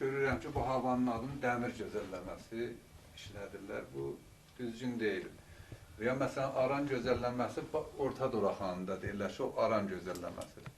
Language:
South Azerbaijani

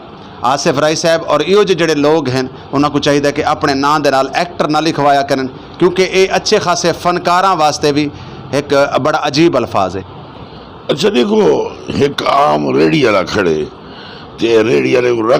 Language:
Saraiki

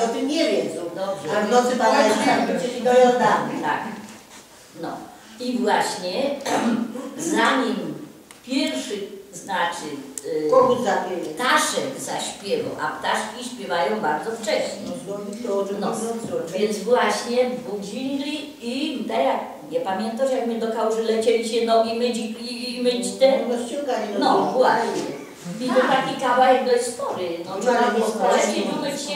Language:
Polish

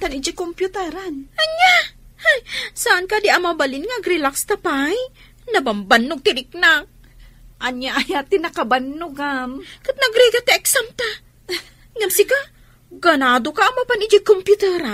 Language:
Iloko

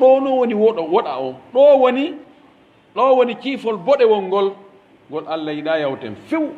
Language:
Pular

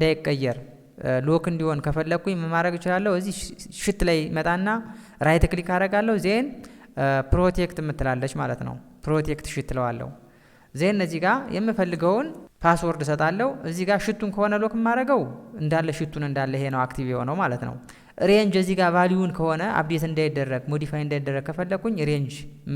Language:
Amharic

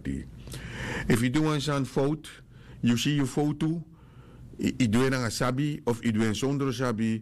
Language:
Sranan Tongo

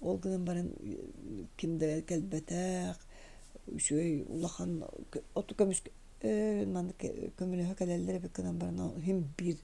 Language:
Yakut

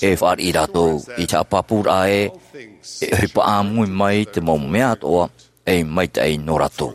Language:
Tahitian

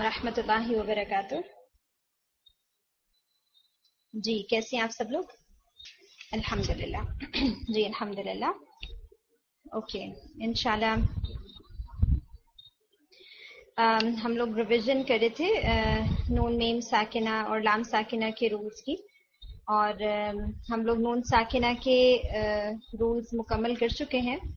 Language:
Urdu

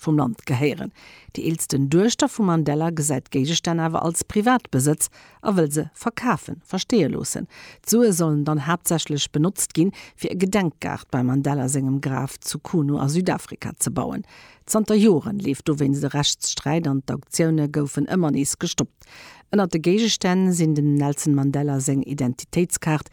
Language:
Luxembourgish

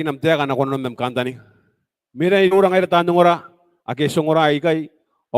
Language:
Gilbertese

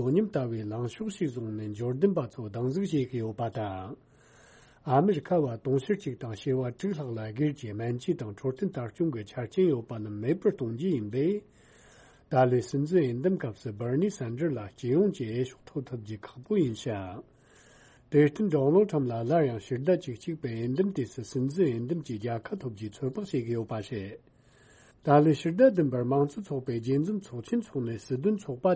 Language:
Tibetan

